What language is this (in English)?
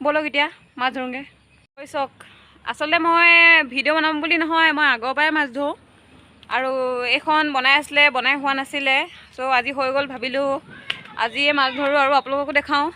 Assamese